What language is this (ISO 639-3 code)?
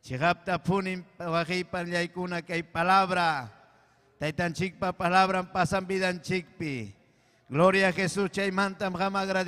quy